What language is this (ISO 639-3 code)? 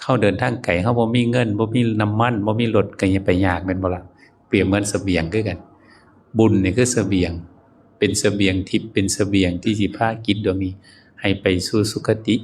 tts